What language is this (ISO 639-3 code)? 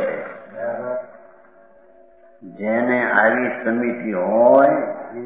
guj